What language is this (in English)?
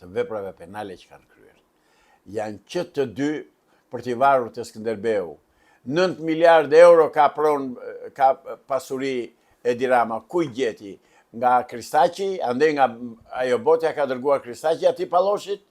Albanian